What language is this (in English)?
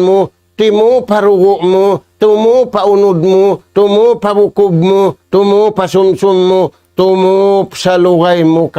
Tausug